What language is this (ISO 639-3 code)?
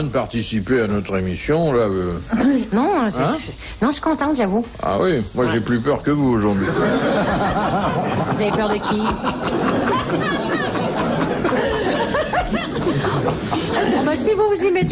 fra